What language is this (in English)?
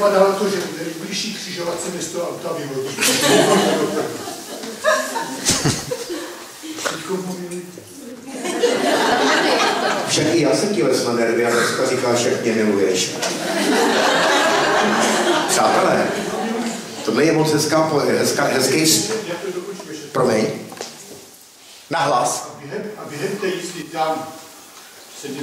Czech